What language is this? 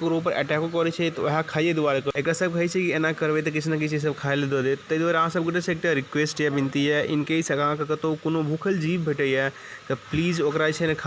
Maithili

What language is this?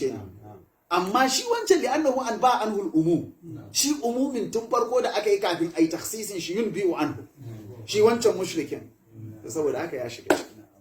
Hausa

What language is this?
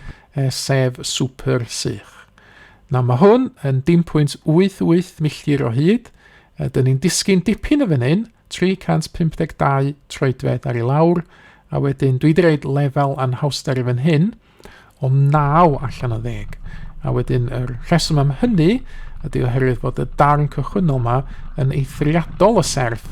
Welsh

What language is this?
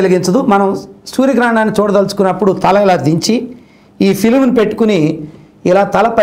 Telugu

